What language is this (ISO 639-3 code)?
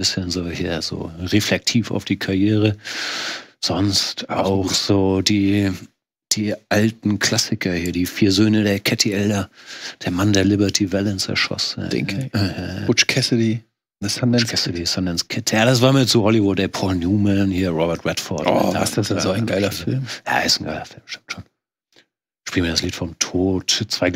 deu